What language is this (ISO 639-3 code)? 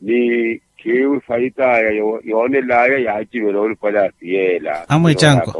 vmw